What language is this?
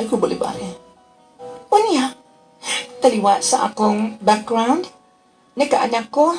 Cebuano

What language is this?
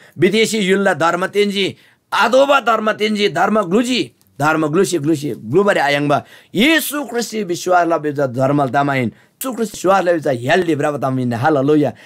Eastern Tamang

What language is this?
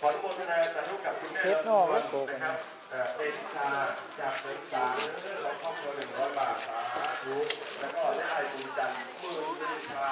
Northeastern Thai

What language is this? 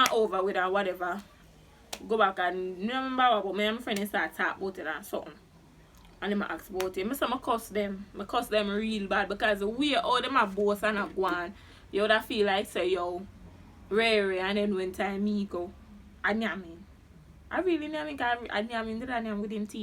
Jamaican Creole English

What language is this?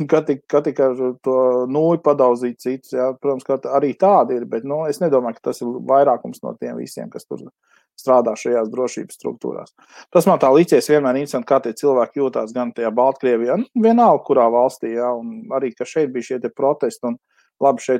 Latvian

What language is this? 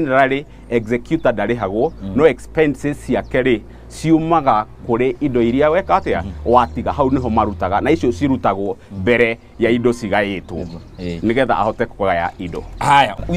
Kikuyu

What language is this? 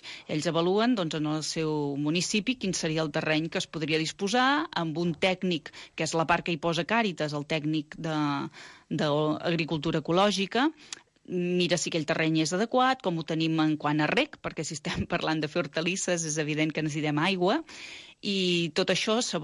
Catalan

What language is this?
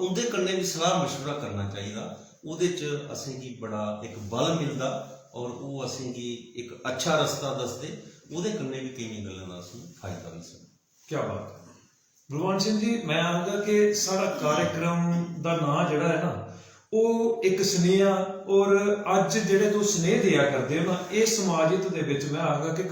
Dogri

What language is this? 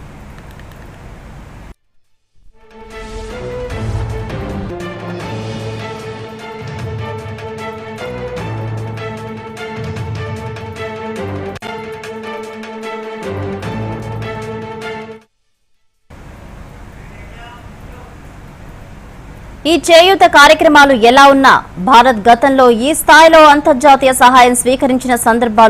Telugu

